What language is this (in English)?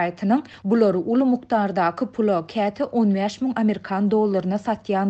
Turkmen